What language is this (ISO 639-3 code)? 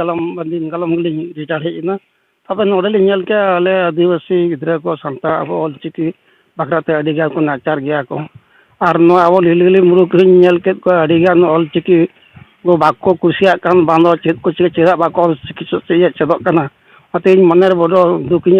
sat